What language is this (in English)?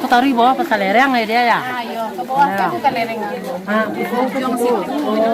Minangkabau